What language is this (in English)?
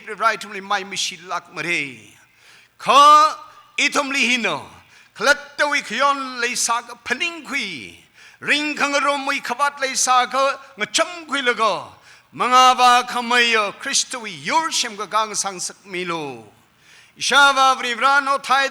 Tangkhul Naga (India)